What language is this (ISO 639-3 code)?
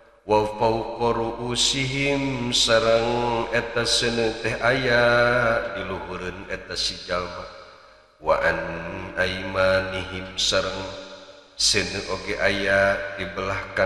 sun